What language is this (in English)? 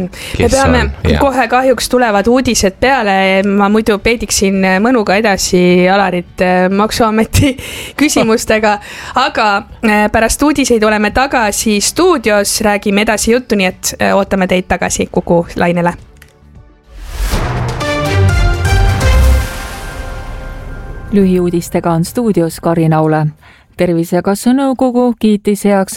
Estonian